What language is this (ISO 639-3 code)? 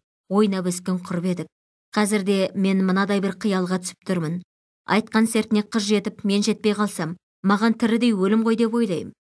kaz